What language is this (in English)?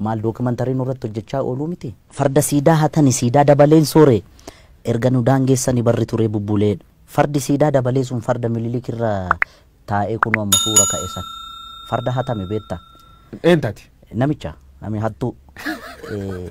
Oromo